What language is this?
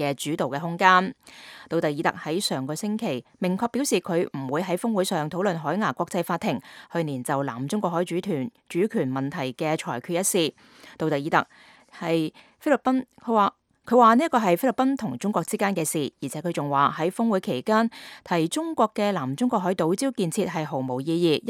Cantonese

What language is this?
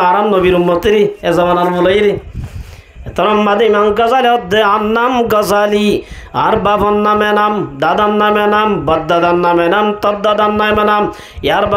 Rohingya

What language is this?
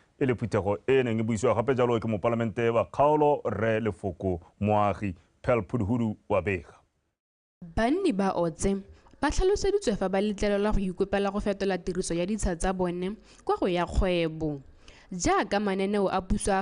Tswana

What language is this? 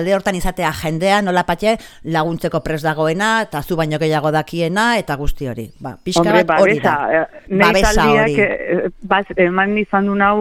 Basque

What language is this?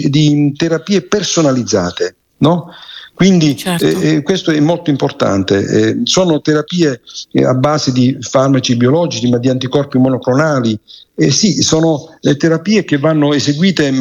Italian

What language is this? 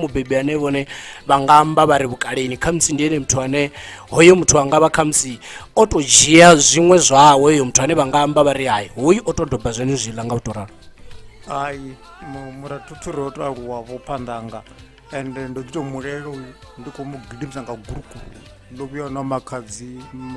Venda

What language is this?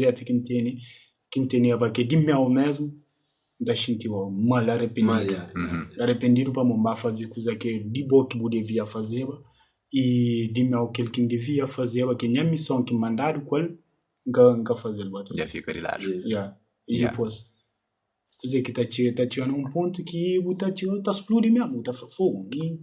Kabuverdianu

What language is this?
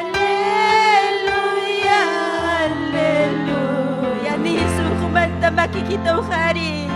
Ayacucho Quechua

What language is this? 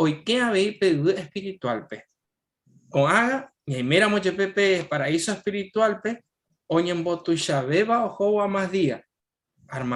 Guarani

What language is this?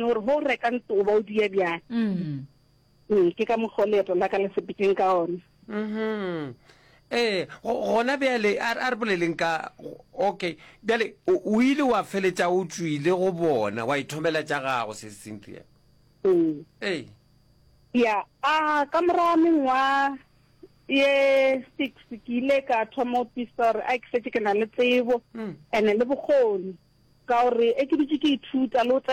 Northern Sotho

